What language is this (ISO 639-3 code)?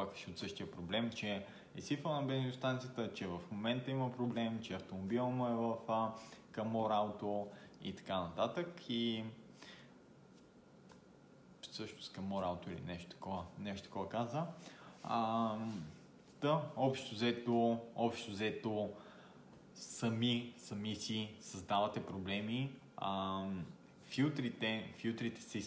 bul